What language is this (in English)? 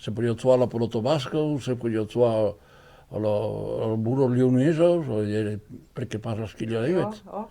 Occitan